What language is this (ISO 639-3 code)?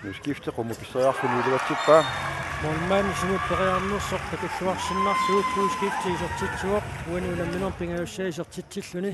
kal